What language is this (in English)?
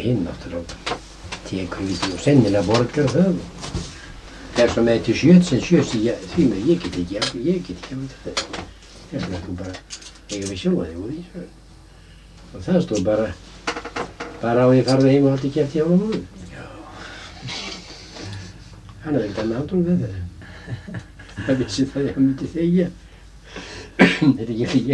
Icelandic